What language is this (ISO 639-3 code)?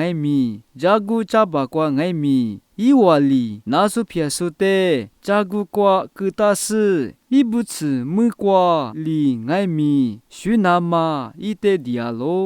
lis